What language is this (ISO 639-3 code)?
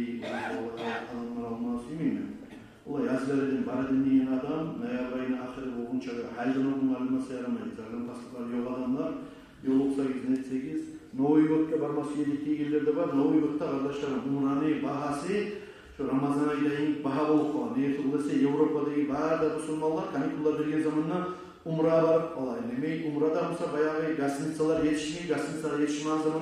kum